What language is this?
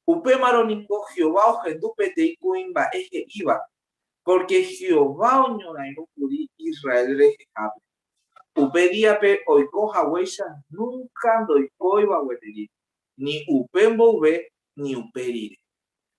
Guarani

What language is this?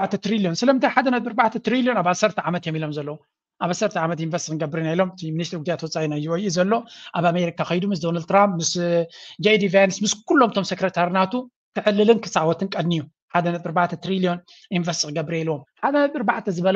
Tigrinya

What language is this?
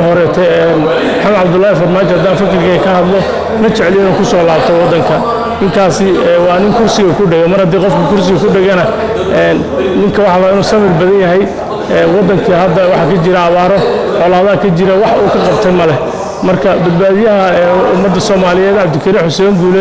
Somali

